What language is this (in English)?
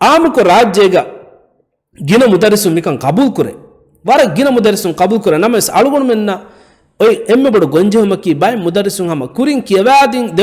Divehi